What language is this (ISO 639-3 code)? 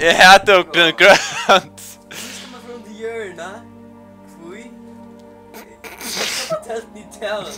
fao